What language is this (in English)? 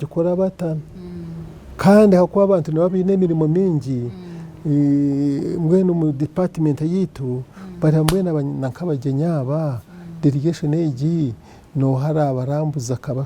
Nyankole